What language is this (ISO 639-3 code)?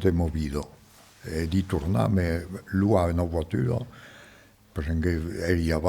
oci